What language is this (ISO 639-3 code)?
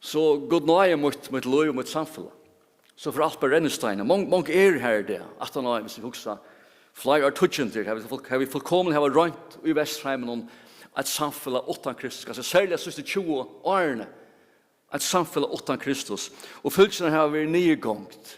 fao